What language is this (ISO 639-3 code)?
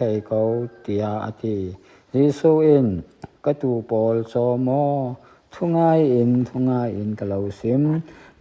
cfm